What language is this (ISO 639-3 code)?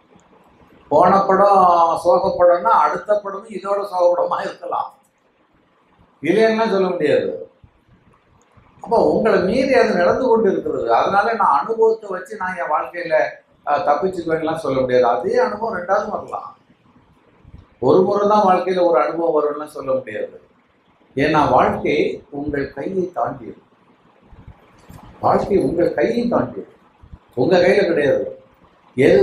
tam